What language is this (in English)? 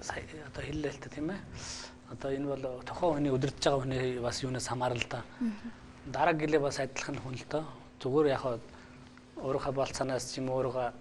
Mongolian